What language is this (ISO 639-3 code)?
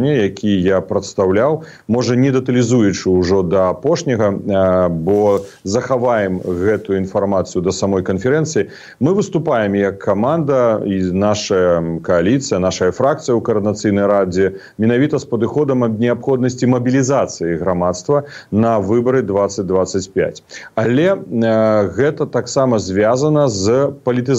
bel